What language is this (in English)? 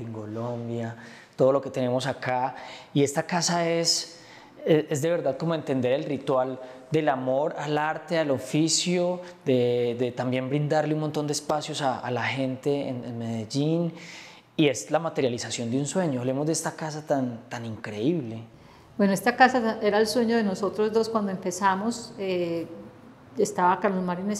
Spanish